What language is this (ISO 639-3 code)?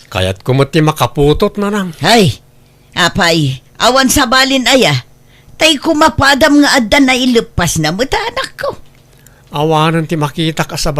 ilo